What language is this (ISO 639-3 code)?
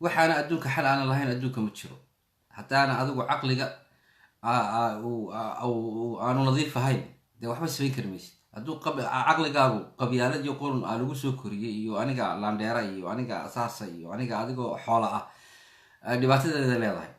som